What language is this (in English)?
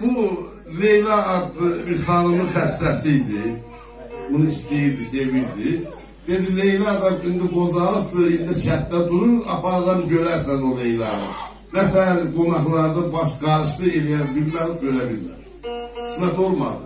South Azerbaijani